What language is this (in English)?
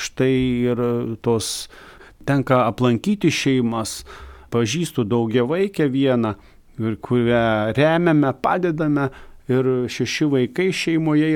Lithuanian